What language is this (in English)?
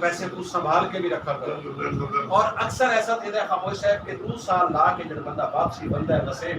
Saraiki